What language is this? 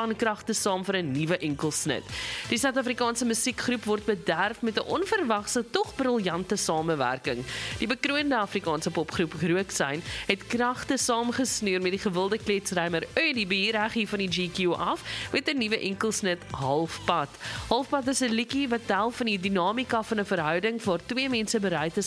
Afrikaans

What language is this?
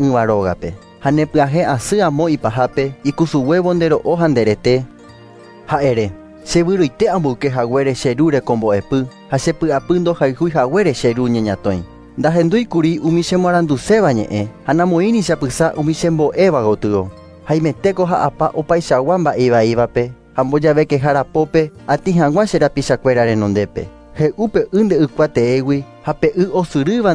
Guarani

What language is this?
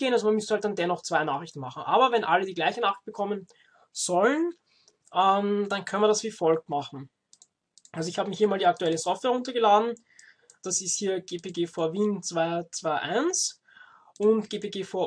German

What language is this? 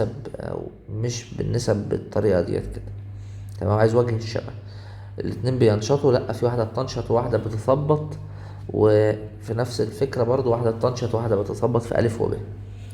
Egyptian Arabic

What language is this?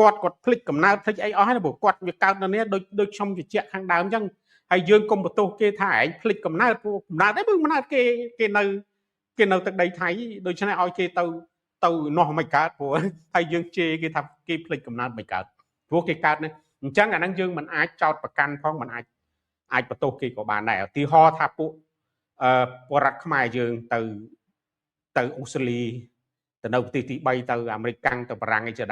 Khmer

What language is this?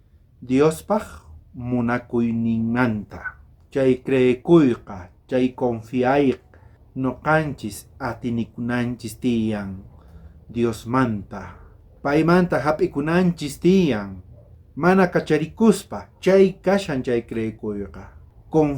South Bolivian Quechua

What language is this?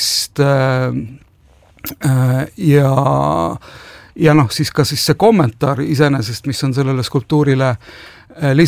Estonian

